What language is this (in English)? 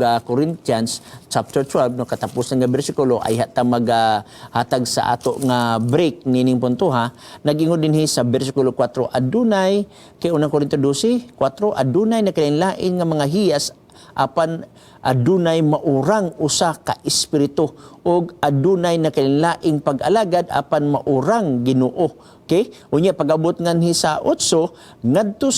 Cebuano